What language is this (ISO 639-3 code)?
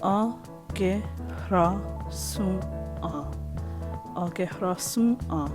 moh